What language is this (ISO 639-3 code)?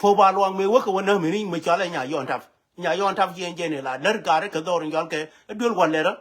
nus